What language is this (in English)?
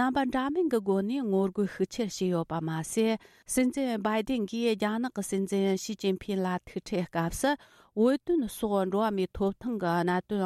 Tibetan